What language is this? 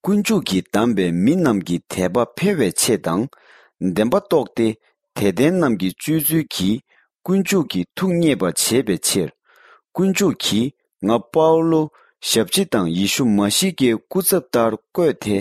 Tibetan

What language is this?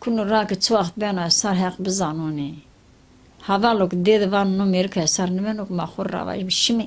Zaza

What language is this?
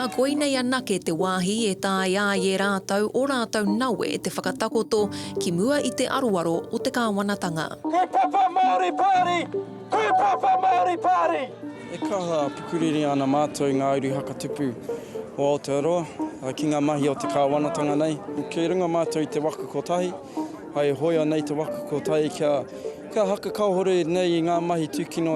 Māori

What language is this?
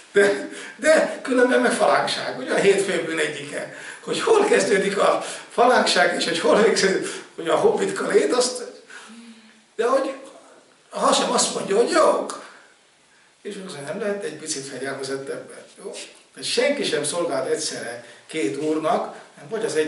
Hungarian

